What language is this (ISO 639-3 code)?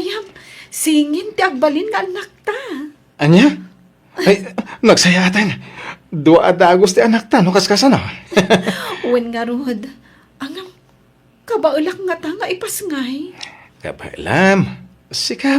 ilo